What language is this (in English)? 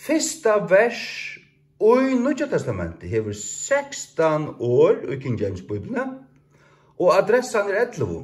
Faroese